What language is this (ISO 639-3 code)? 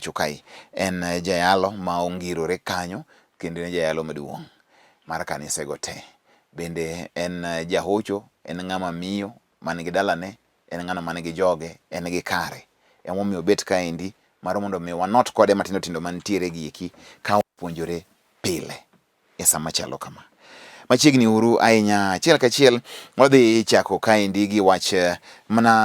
luo